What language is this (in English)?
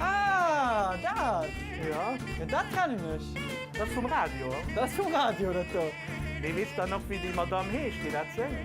Luxembourgish